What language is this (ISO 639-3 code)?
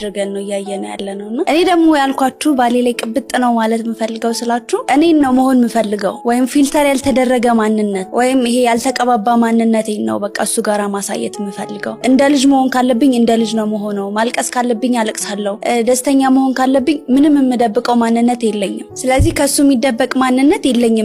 amh